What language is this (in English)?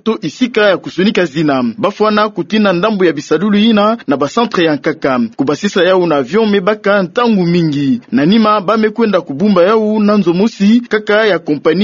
Kituba (Democratic Republic of Congo)